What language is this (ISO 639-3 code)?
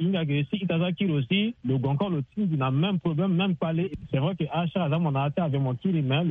sag